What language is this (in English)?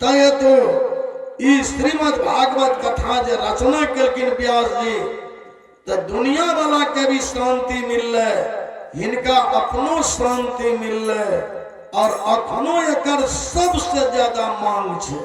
Maithili